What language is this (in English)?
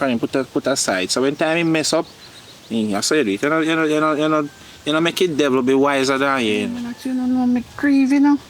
Jamaican Creole English